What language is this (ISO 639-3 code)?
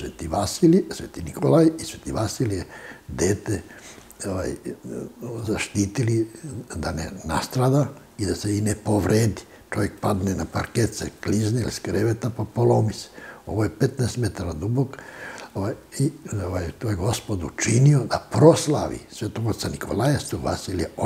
srp